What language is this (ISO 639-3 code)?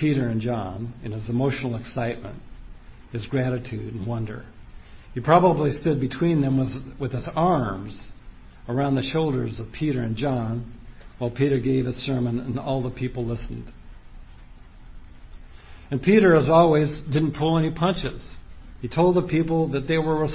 eng